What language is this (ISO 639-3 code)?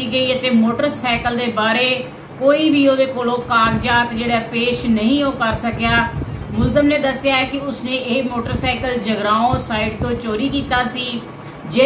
pan